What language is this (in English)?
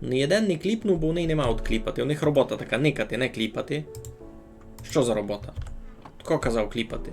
Rusyn